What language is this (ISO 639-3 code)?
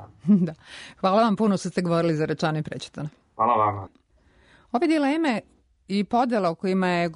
srp